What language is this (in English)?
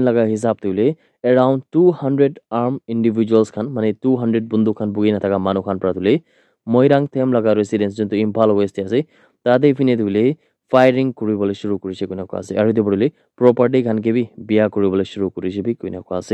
Naga Pidgin